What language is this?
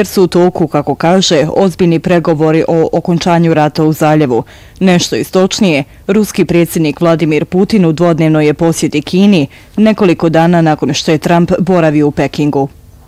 Bosnian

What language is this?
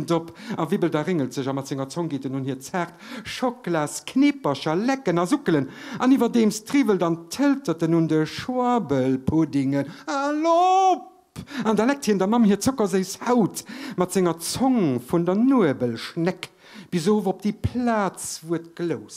Luxembourgish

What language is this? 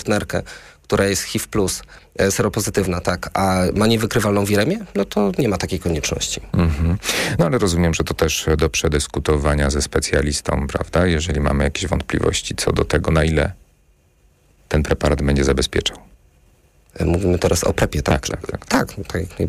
Polish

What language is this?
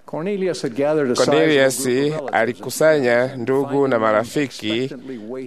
Swahili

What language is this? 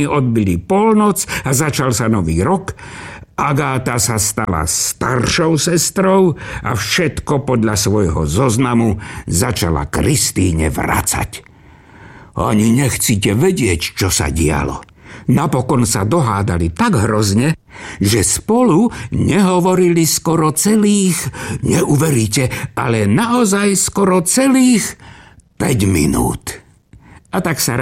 Slovak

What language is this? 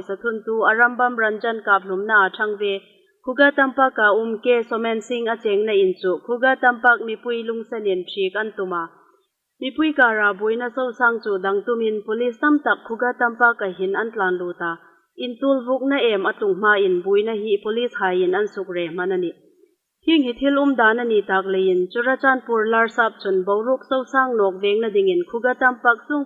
Hmar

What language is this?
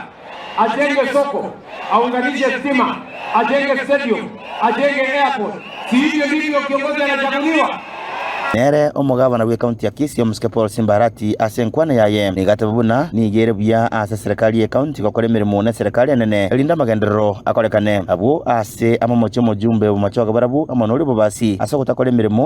Gusii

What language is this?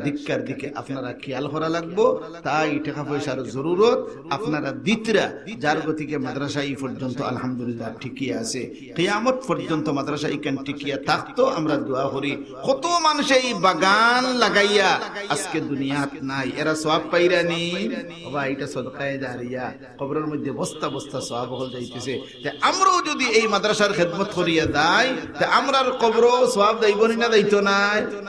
Sylheti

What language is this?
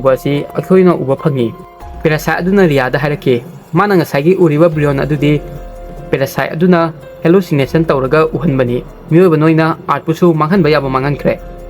Manipuri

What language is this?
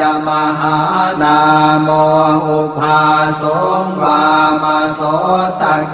Pali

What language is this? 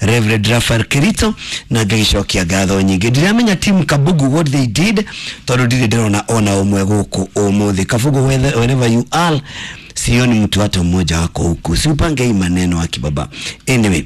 Kikuyu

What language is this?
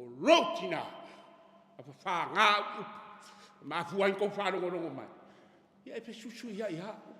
Samoan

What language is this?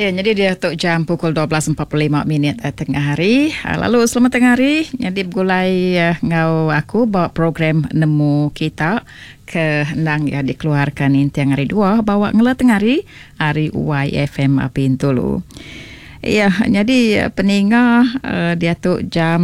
Iban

